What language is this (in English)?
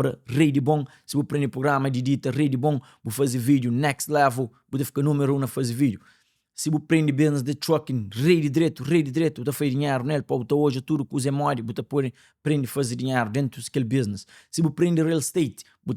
Kabuverdianu